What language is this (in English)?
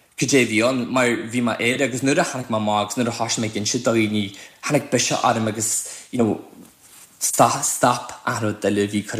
Irish